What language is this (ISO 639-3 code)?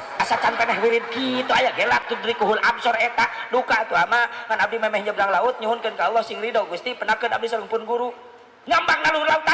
sun